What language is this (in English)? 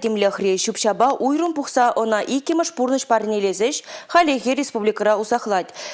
Chuvash